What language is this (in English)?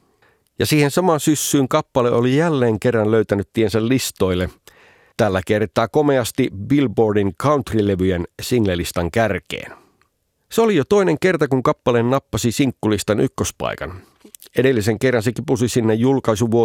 Finnish